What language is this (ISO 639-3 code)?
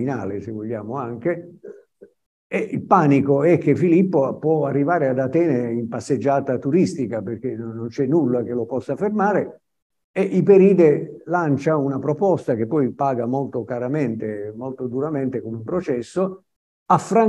ita